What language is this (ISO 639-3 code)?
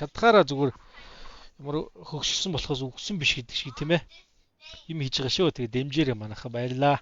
mon